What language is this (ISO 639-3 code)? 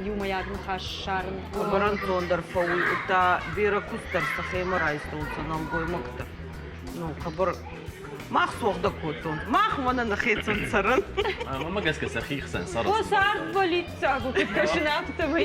oss